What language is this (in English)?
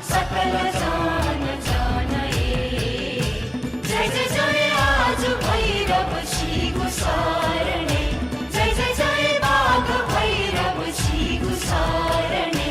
Newari